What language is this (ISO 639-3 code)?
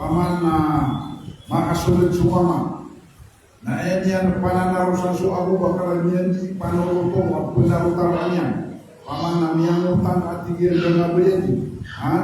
mrw